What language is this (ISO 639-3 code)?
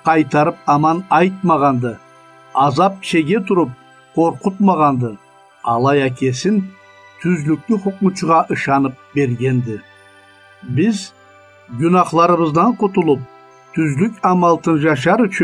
krc